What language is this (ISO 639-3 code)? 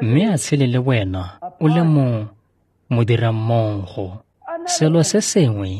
tsn